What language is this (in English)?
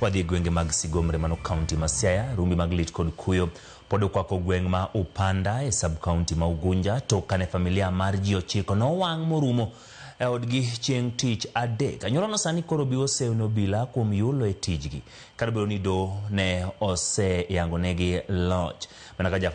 Luo (Kenya and Tanzania)